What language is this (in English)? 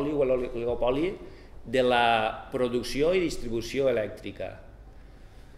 Catalan